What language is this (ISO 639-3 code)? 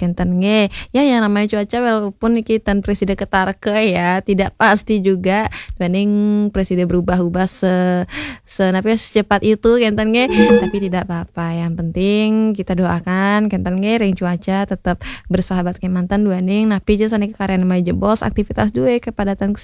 ban